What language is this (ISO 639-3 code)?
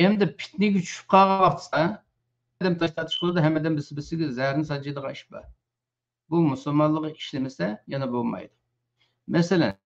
uig